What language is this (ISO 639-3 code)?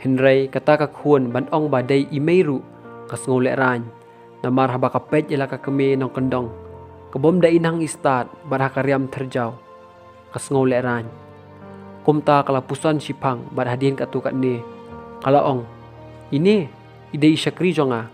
kha